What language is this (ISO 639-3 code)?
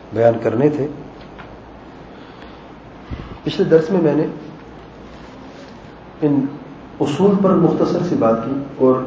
urd